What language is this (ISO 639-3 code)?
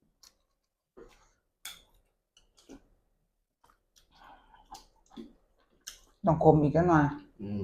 tts